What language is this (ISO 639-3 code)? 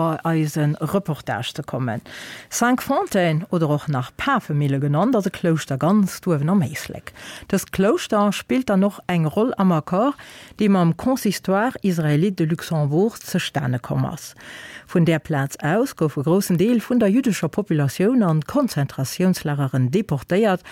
ltz